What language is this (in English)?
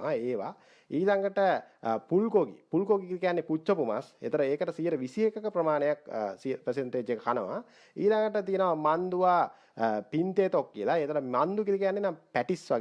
Sinhala